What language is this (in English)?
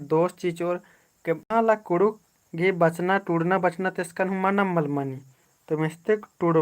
Kurukh